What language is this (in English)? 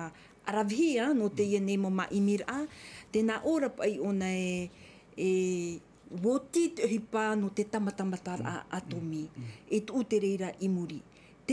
Tahitian